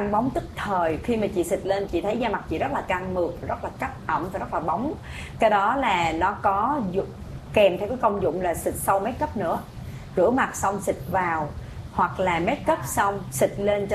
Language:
Vietnamese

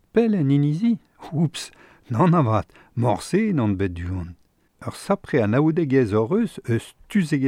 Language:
Breton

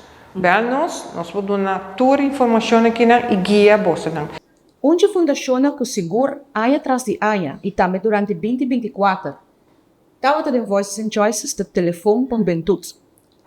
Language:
Papiamento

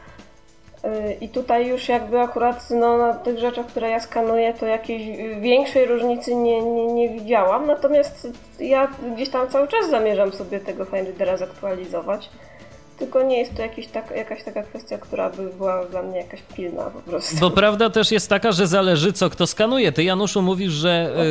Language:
Polish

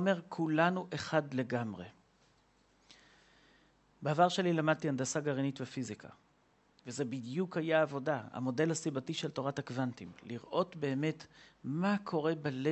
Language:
Hebrew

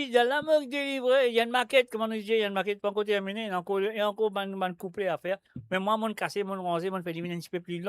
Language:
Morisyen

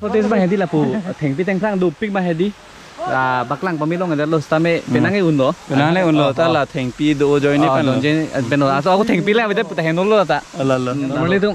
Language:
Karbi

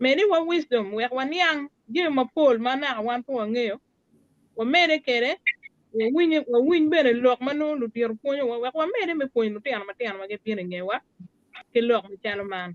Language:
Acoli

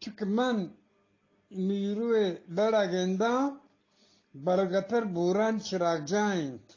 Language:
Eastern Balochi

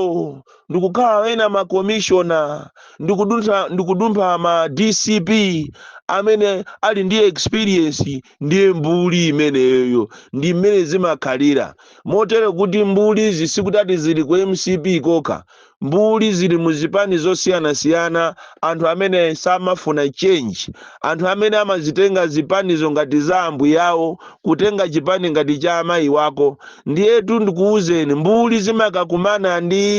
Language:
Nyanja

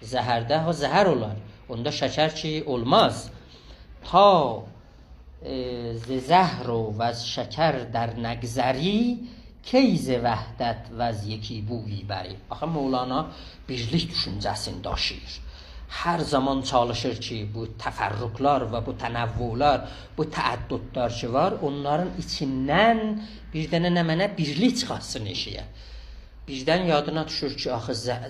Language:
South Azerbaijani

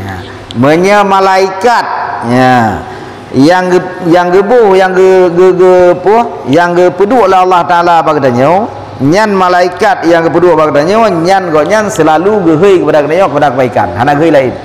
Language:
Achinese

